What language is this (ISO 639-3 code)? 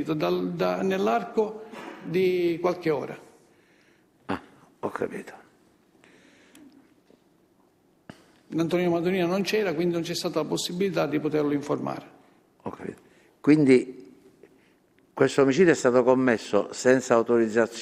ita